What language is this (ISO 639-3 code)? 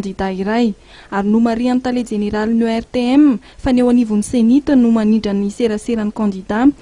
mlg